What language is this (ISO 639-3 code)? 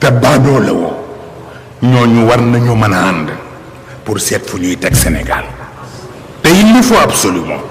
wol